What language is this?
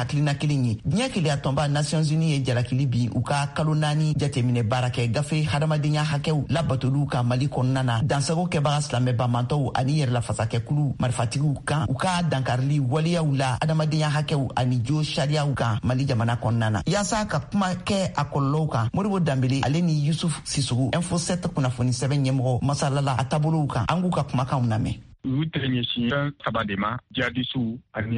Bambara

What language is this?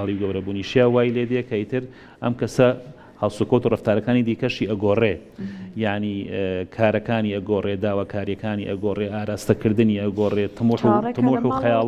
Central Kurdish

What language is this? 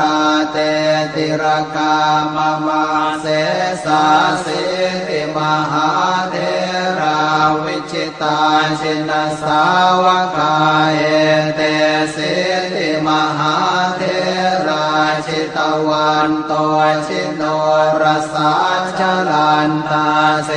Pali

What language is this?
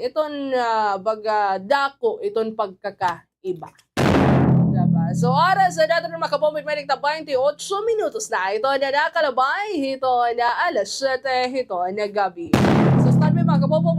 Waray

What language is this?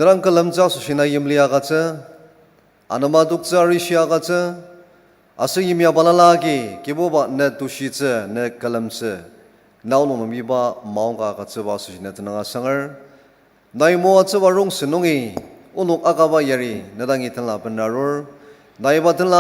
Ao Naga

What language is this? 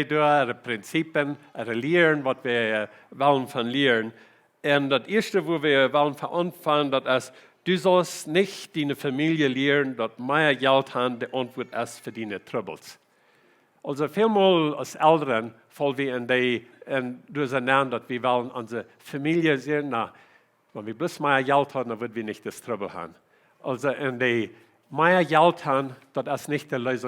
Plautdietsch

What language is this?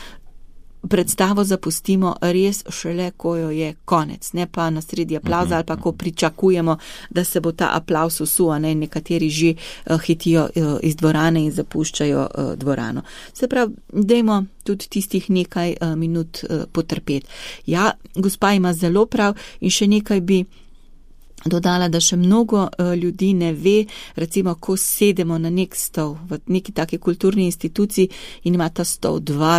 Slovenian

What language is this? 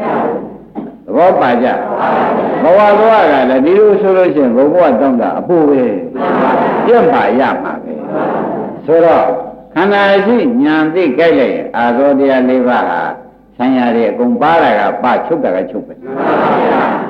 Burmese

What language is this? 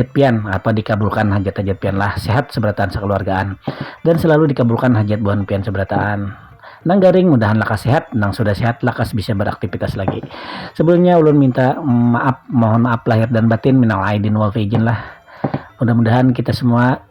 Banjar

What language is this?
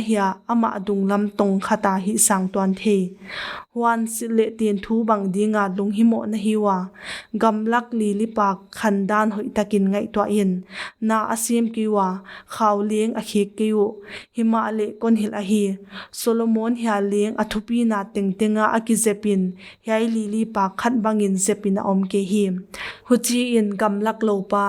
Paite Chin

